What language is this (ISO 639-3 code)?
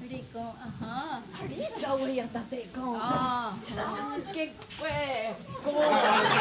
moh